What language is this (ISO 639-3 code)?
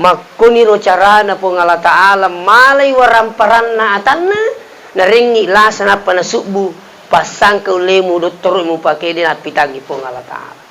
bug